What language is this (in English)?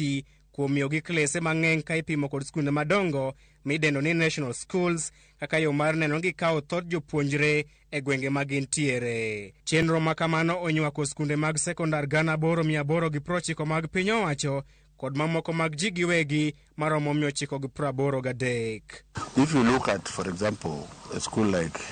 Luo (Kenya and Tanzania)